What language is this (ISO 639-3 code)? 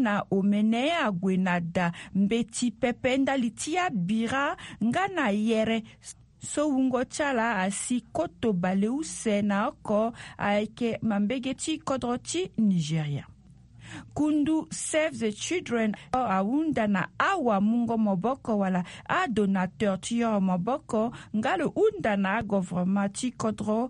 sag